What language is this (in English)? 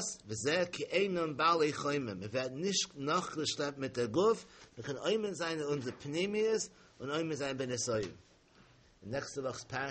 Yiddish